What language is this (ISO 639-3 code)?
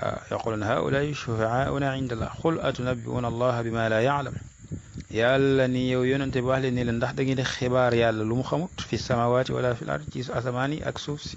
wol